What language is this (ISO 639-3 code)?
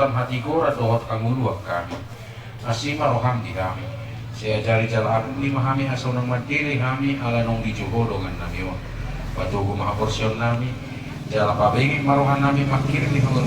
bbc